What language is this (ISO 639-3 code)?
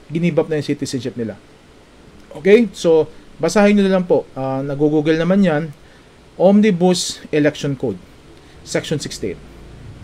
fil